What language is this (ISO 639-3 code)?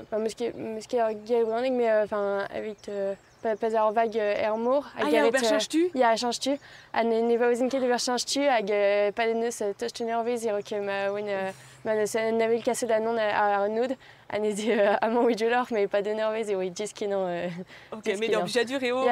bre